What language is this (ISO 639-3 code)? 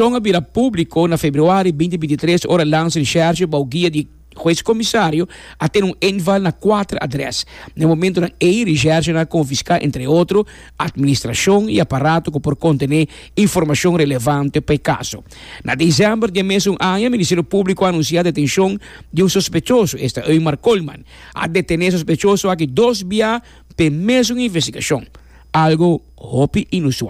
pap